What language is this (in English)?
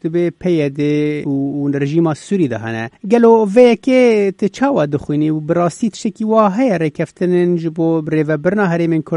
Kurdish